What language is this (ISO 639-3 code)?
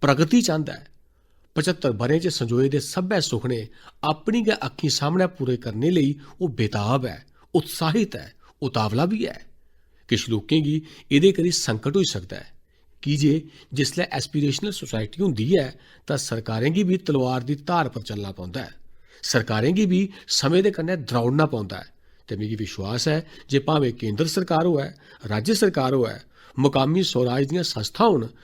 doi